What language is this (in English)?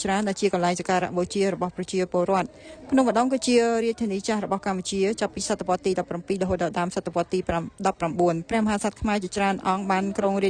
Khmer